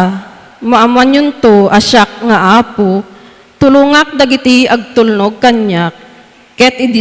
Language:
Iloko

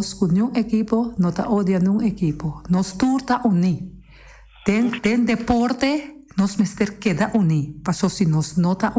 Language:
Papiamento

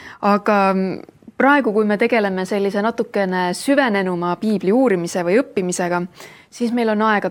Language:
Estonian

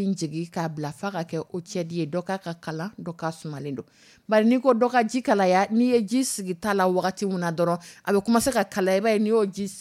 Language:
Dyula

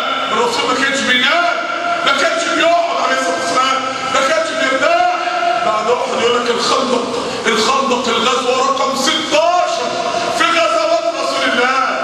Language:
Egyptian Arabic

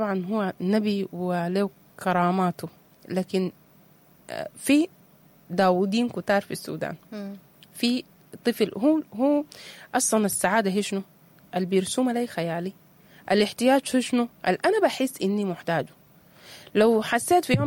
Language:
Sudanese Arabic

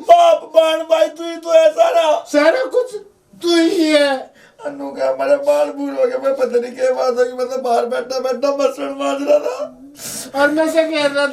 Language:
Haryanvi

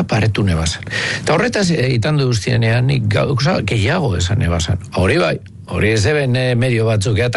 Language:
Basque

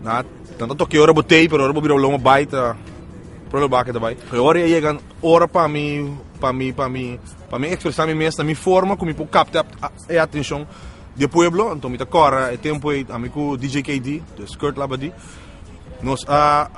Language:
Papiamento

